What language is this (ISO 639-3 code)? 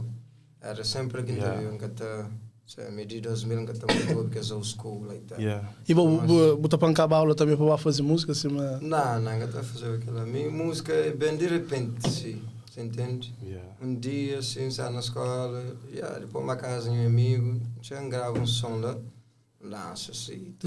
kea